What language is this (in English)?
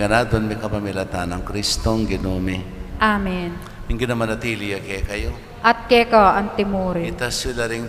Pampanga